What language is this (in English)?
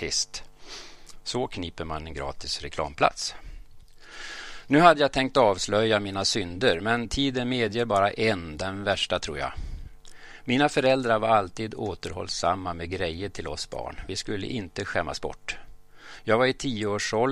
Swedish